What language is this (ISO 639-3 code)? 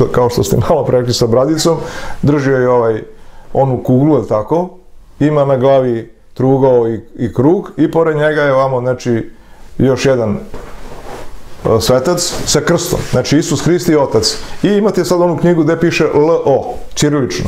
srp